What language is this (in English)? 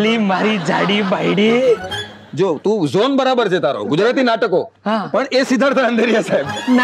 Gujarati